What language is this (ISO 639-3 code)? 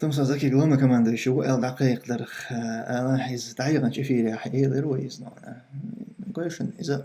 che